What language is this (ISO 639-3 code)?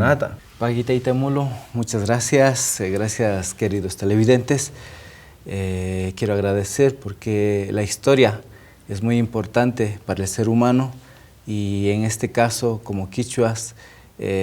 qvi